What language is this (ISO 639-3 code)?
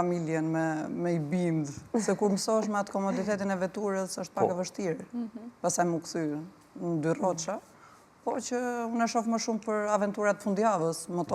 sqi